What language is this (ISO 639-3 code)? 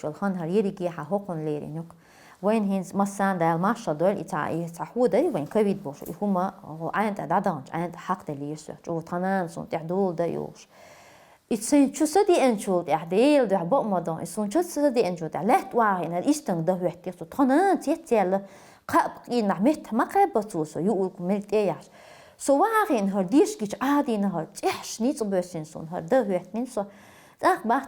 che